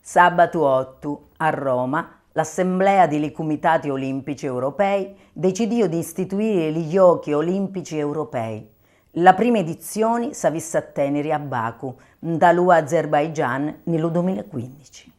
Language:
Sicilian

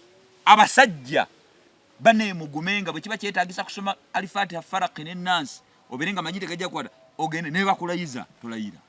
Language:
Ganda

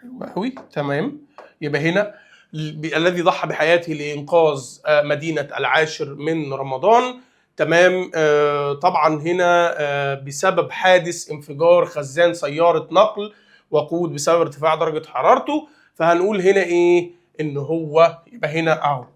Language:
Egyptian Arabic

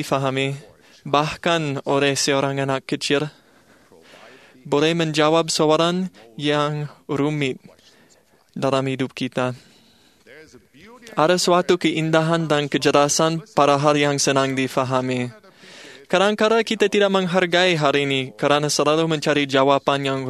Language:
Malay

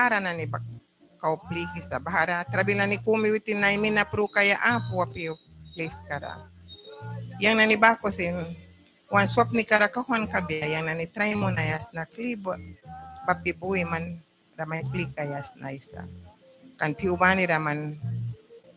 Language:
Mískito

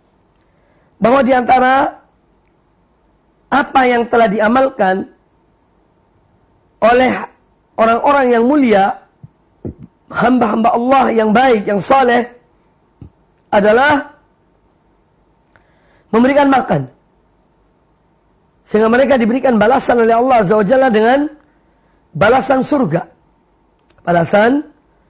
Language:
Indonesian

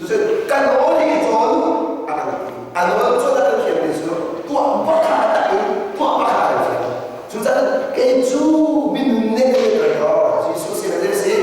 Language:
Hakha Chin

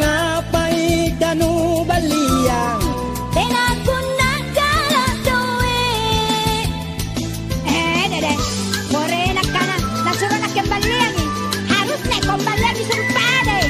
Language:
Makasar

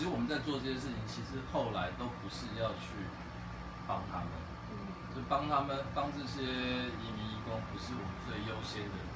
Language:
Chinese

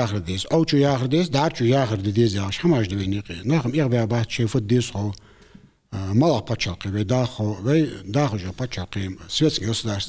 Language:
Ingush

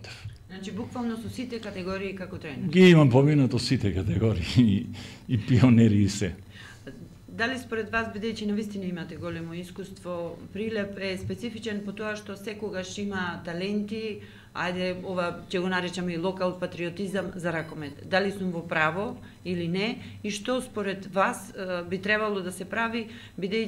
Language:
Macedonian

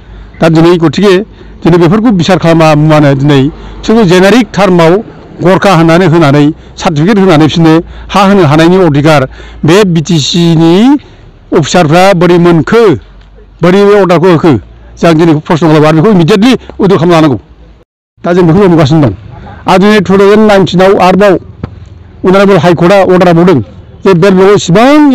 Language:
Bodo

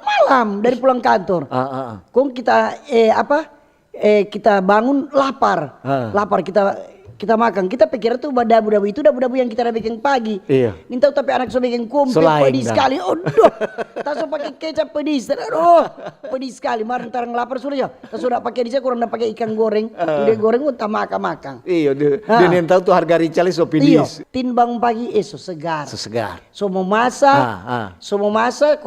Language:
Manado Malay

